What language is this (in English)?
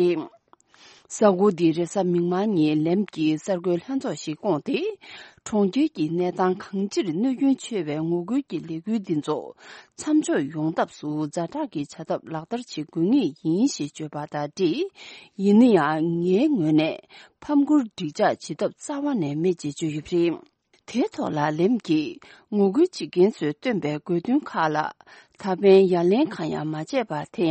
Tibetan